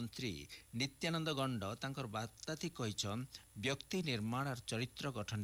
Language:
Odia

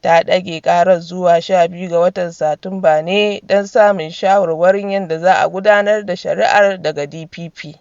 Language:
Hausa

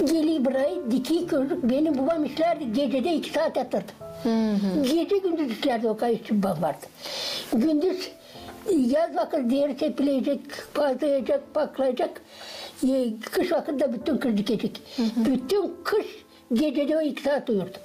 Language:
Gagauz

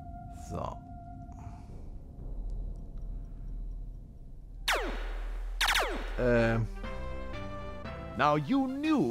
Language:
German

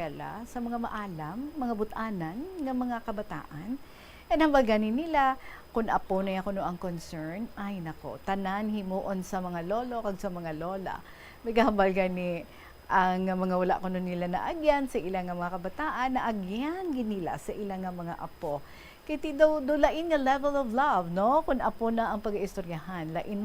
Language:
Hiligaynon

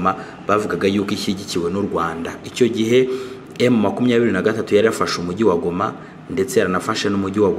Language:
Kinyarwanda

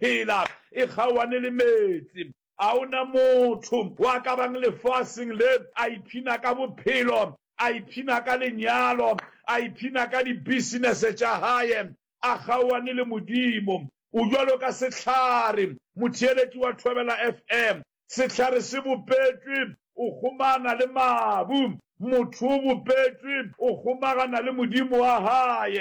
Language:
Northern Sotho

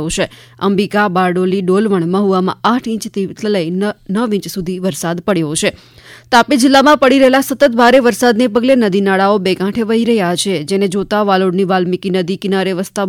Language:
Gujarati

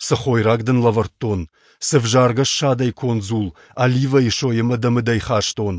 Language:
Ossetic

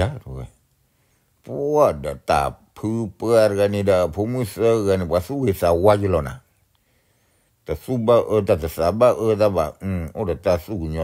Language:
S'gaw Karen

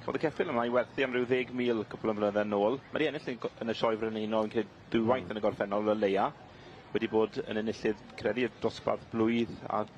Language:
Welsh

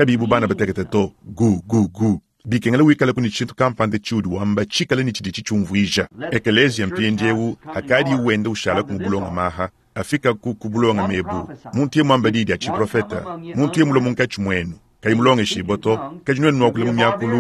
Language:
Luba-Lulua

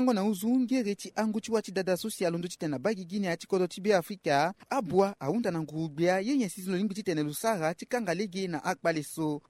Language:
Sango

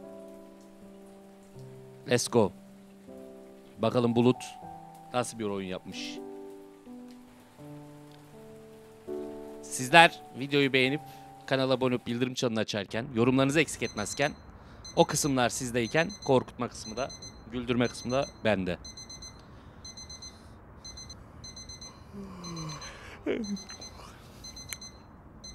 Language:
Turkish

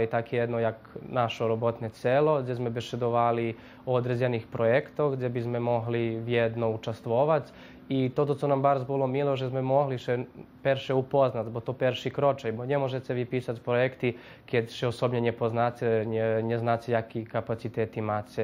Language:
Rusyn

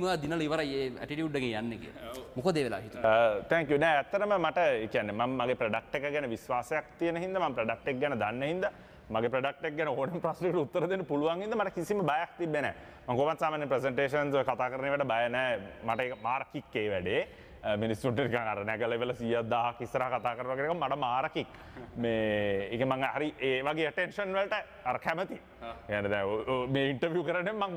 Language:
Sinhala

